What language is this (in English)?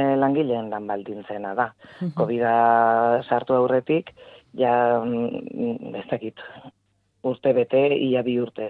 Basque